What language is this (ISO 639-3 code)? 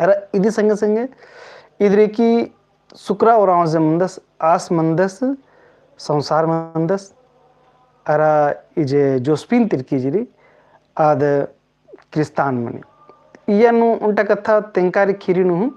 kru